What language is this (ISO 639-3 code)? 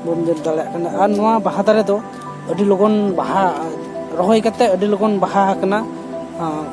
sat